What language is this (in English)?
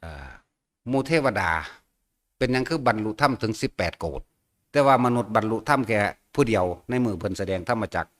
Northeastern Thai